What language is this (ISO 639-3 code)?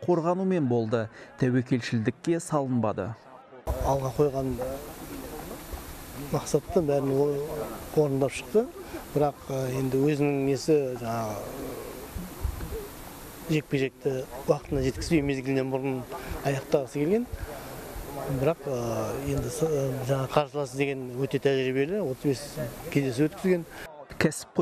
kaz